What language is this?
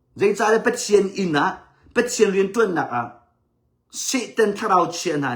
Hakha Chin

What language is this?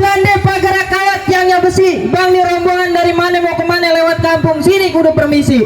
Betawi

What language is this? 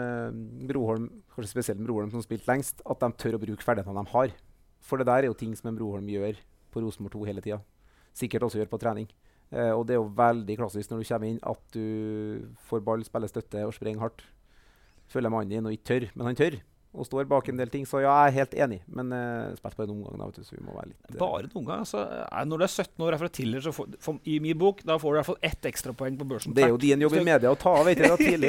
Norwegian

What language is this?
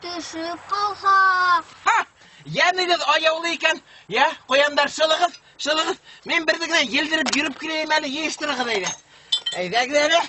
Bashkir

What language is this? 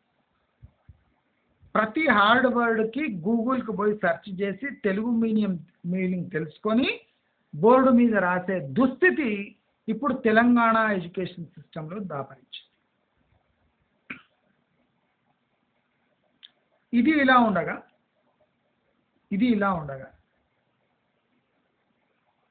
Telugu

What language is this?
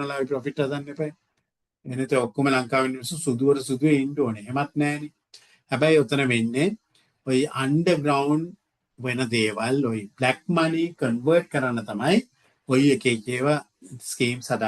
Sinhala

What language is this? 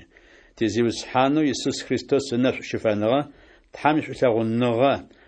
Adyghe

